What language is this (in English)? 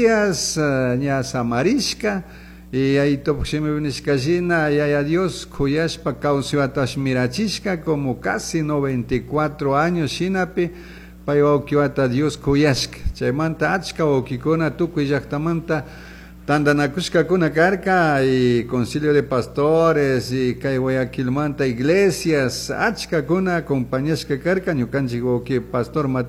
Chimborazo Highland Quichua